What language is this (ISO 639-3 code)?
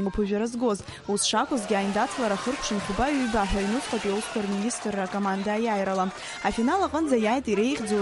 abk